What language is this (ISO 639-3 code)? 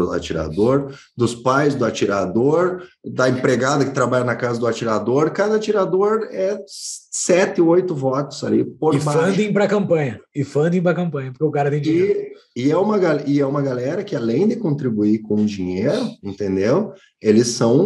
por